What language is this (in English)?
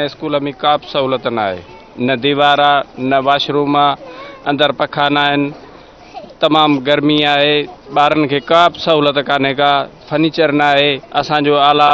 Sindhi